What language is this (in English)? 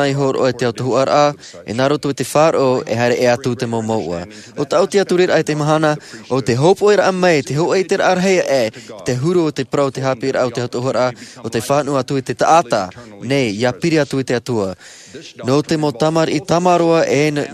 Tahitian